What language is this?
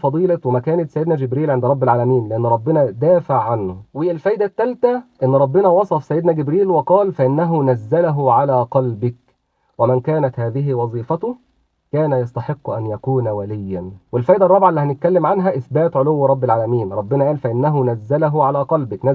Egyptian Arabic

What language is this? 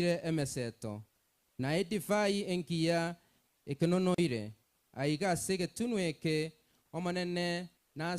Gusii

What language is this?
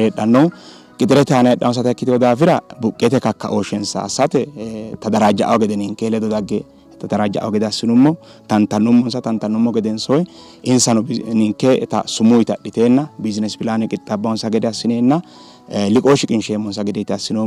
Sidamo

